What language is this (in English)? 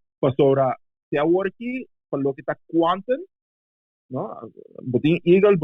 Papiamento